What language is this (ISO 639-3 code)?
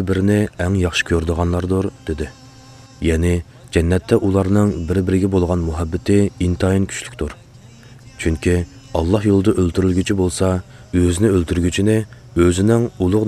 uig